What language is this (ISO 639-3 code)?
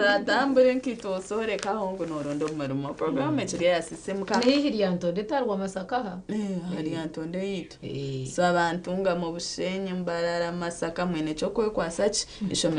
nyn